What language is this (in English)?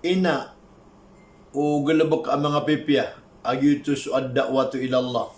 Maranao